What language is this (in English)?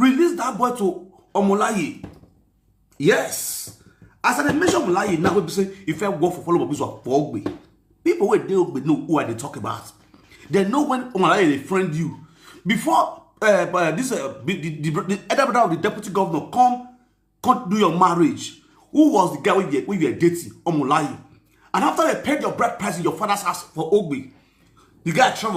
Nigerian Pidgin